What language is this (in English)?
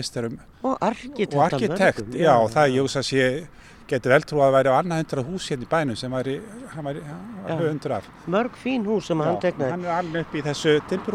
Icelandic